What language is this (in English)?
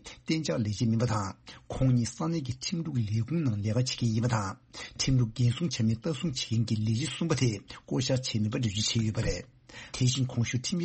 Tibetan